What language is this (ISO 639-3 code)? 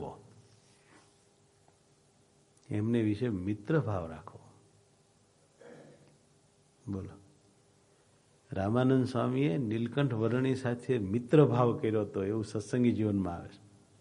guj